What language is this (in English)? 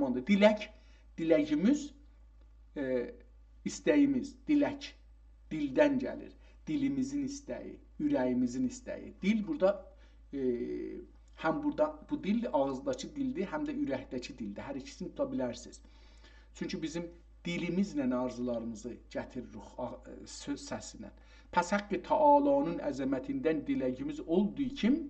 South Azerbaijani